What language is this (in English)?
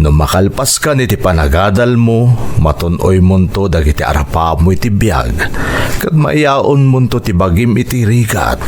Iloko